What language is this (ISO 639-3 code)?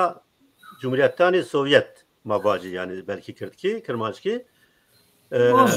zza